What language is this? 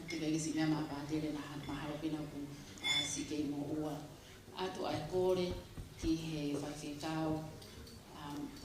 Tongan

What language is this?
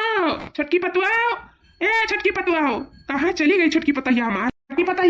Awadhi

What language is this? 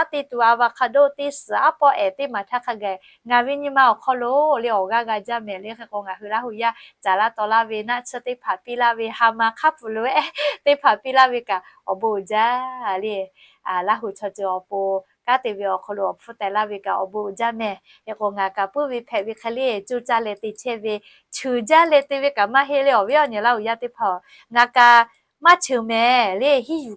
Lahu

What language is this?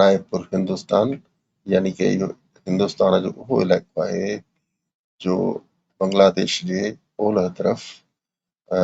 Sindhi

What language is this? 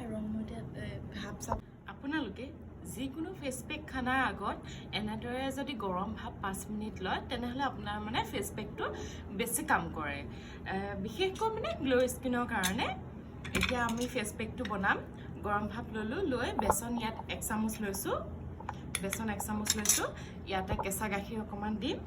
Assamese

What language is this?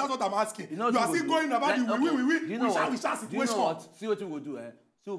Nigerian Pidgin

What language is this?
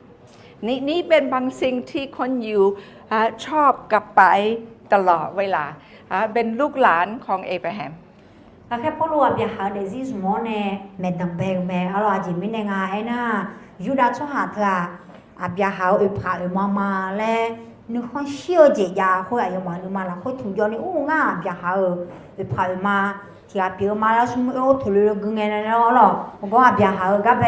Akha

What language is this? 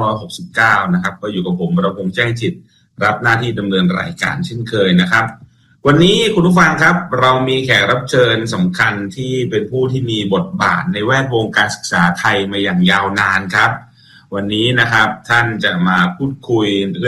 Thai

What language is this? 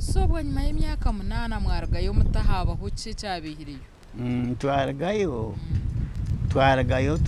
Nyankole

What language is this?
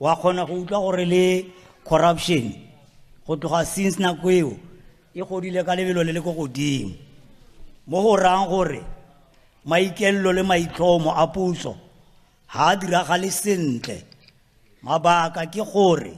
Tswana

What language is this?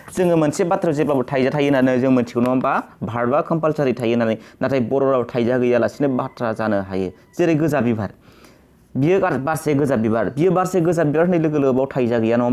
Bodo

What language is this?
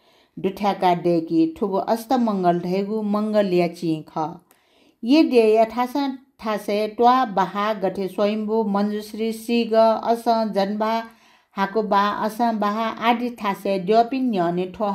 Newari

